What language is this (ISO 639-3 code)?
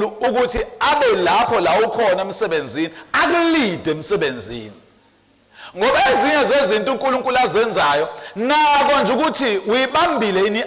zul